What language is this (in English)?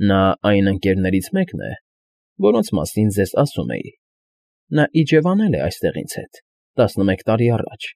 Armenian